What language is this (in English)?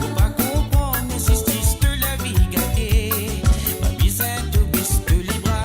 Morisyen